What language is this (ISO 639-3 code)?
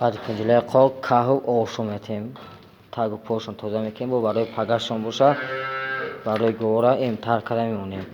tgk